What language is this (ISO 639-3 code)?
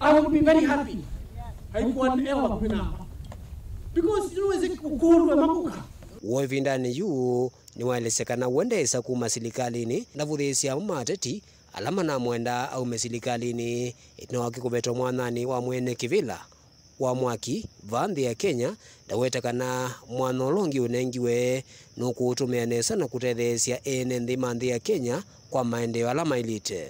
kam